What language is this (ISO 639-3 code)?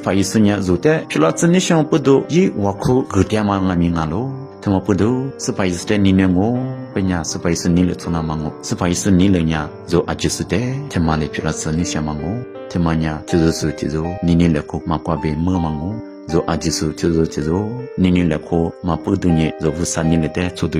lis